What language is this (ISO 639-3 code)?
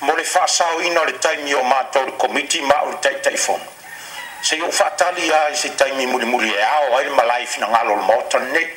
smo